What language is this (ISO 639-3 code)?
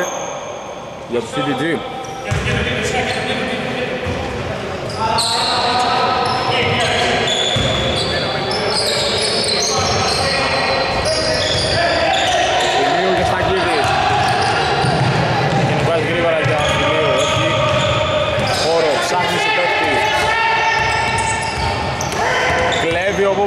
ell